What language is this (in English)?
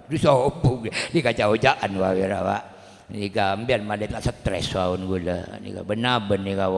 Madurese